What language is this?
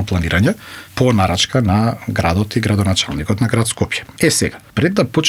Macedonian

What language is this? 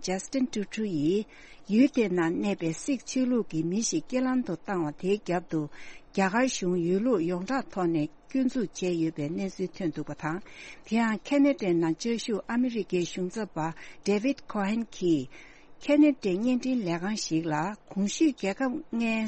Tibetan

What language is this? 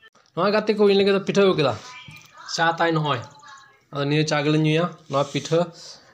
Santali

